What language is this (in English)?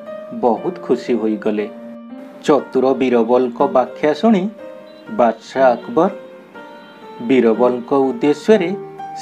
Odia